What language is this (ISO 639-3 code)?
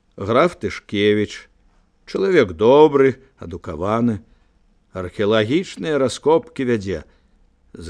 bel